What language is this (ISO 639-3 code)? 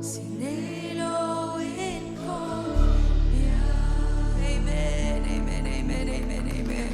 ctd